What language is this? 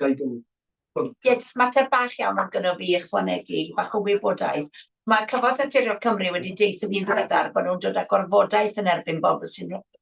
Welsh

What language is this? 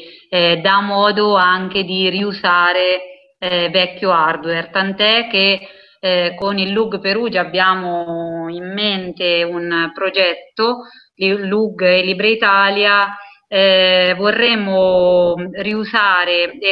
Italian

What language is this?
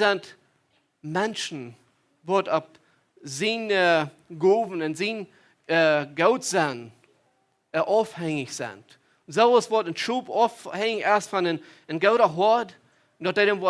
Plautdietsch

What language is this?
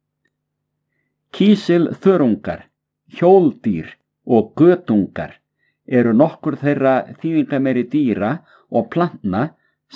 Icelandic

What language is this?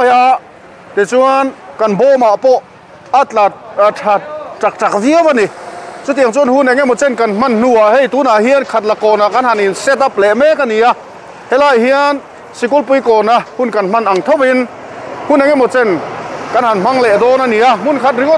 Mizo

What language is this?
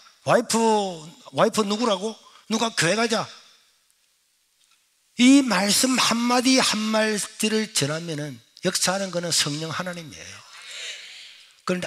Korean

